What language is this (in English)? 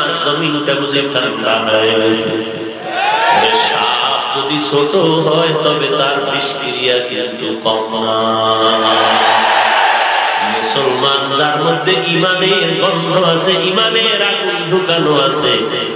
Bangla